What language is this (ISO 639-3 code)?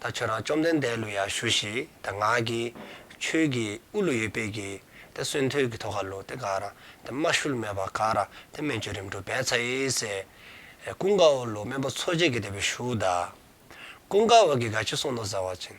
dzo